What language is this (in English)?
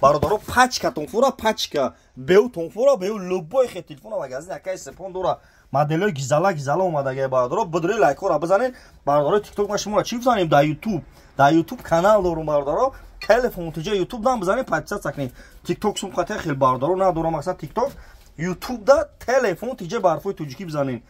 Tajik